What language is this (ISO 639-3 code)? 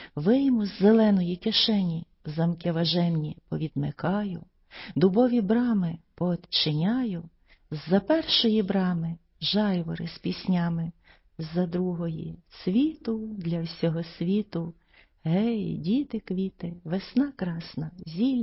ukr